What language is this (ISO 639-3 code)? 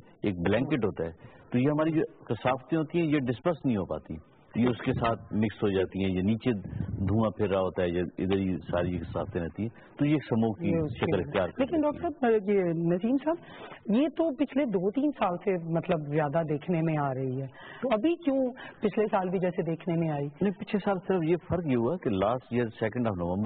urd